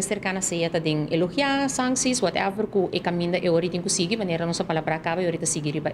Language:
Papiamento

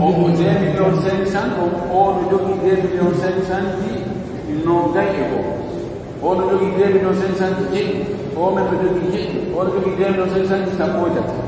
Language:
Pular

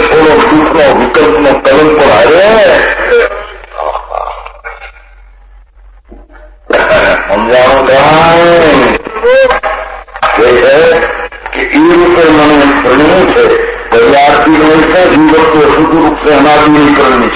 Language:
Gujarati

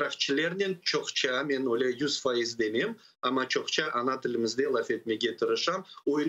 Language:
Crimean Tatar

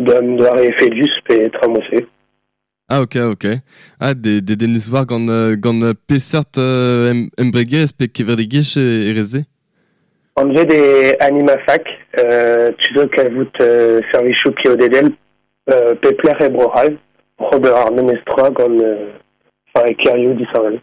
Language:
Breton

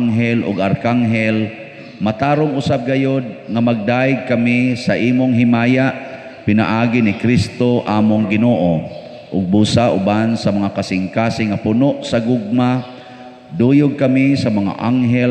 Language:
Cebuano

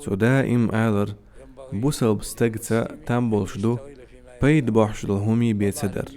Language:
Chechen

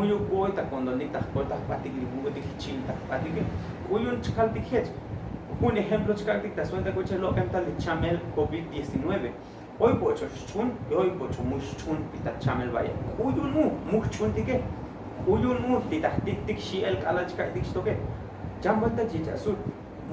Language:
Tzotzil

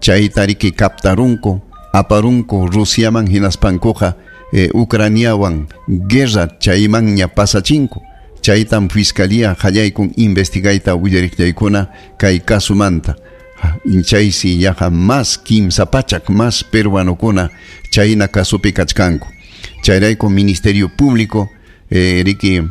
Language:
Ayacucho Quechua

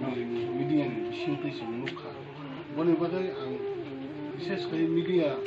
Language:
Kok Borok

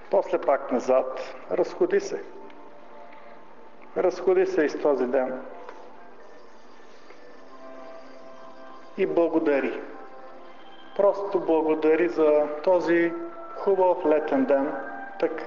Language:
Bulgarian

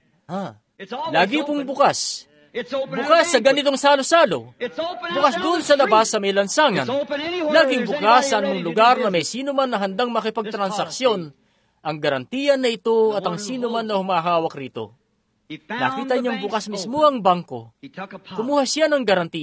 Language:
Filipino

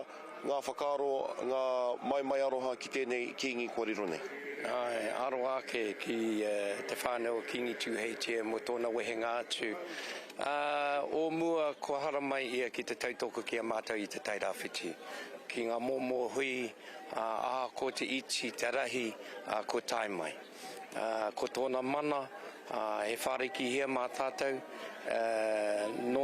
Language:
Māori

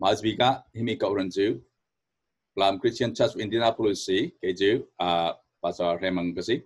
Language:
Falam Chin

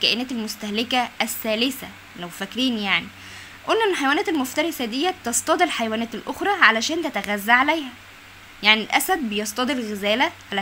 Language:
Egyptian Arabic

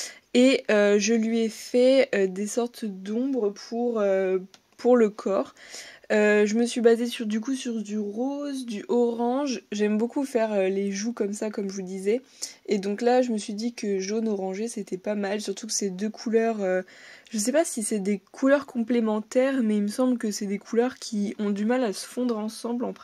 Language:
French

